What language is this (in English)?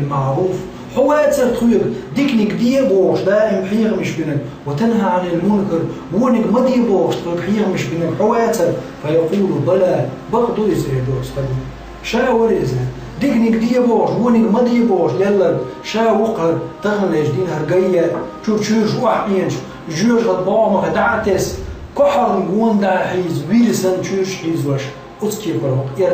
Chechen